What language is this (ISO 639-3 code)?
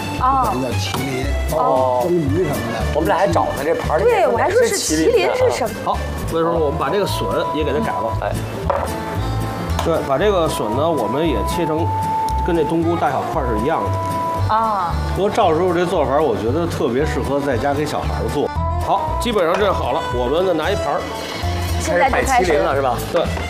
zho